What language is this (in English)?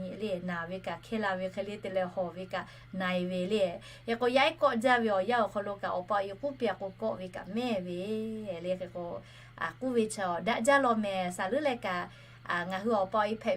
Lahu